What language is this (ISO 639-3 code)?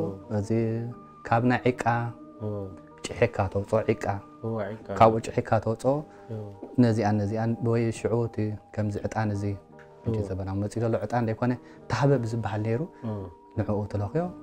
tir